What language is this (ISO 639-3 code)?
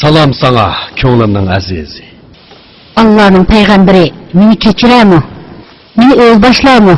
uig